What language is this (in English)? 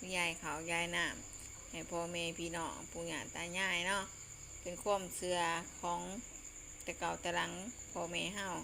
Lao